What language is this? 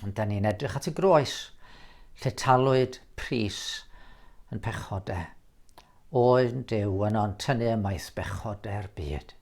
Welsh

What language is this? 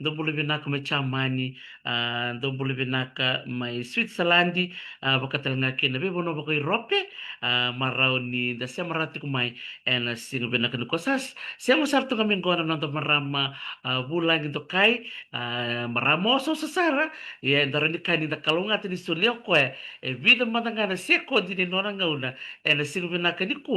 Fijian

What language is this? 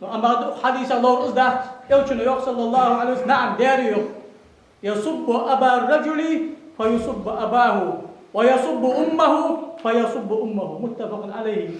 Ingush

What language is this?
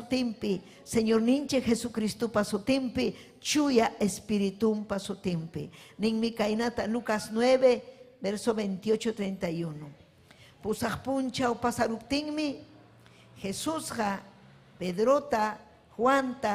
Ayacucho Quechua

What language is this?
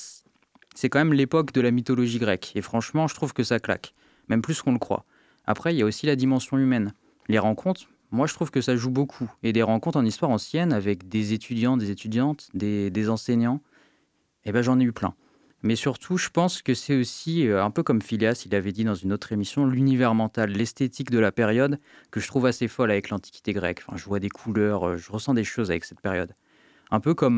French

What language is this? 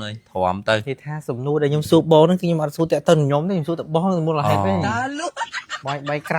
Khmer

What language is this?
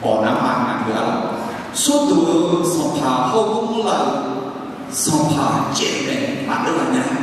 Akha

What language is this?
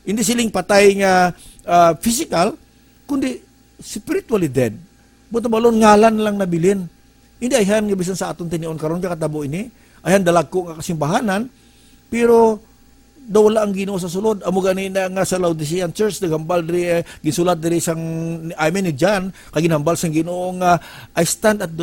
Hiligaynon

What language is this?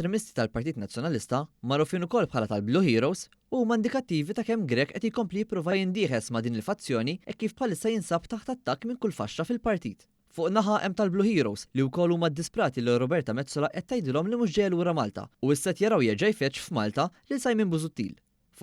Maltese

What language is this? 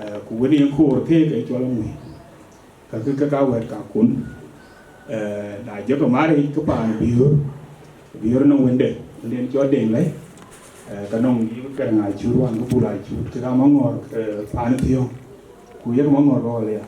Dinka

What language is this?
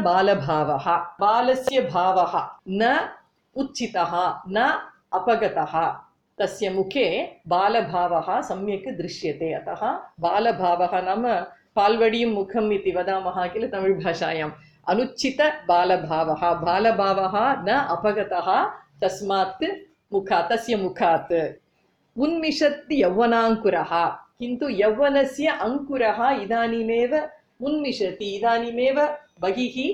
Sanskrit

